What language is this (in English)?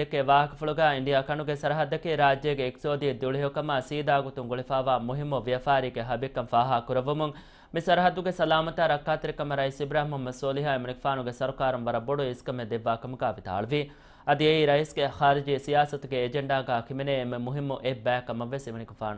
Divehi